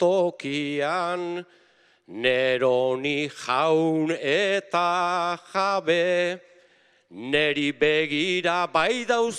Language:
Basque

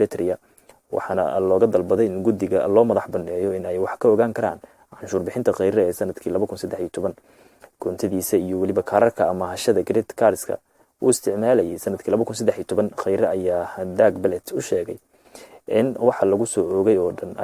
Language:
Somali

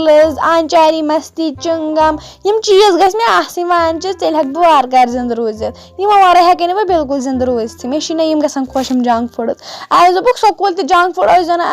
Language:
Kashmiri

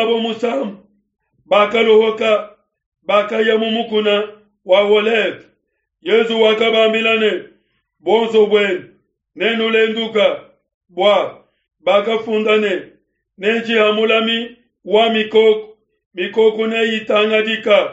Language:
Luba-Lulua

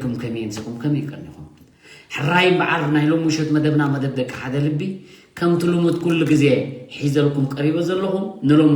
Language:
Tigrinya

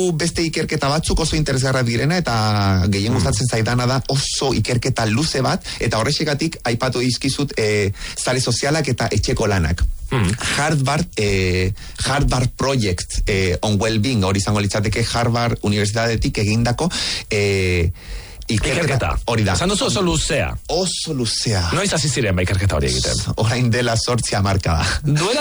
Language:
Basque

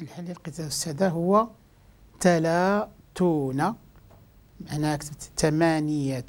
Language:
Moroccan Arabic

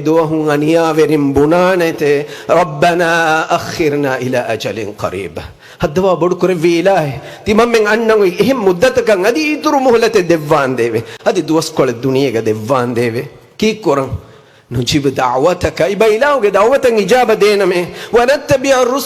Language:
Divehi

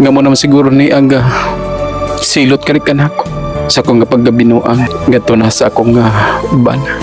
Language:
Cebuano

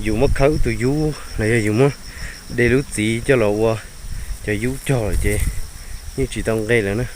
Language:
Hmong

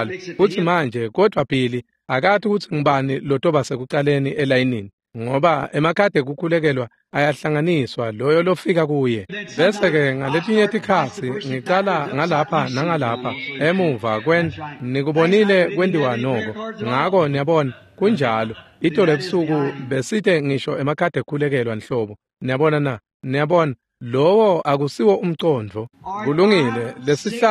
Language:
Swati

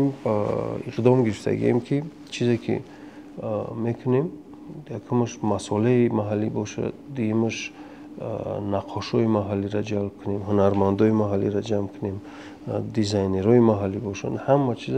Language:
Tajik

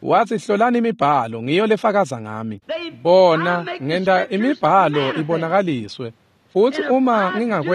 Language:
Swati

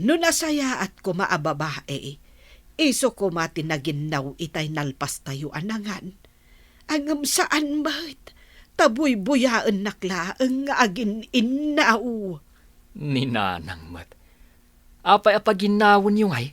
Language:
Iloko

